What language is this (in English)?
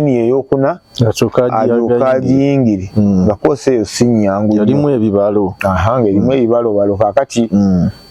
Ganda